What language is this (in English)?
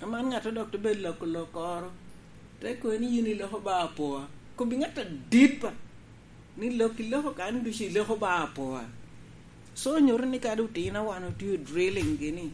Lango (Uganda)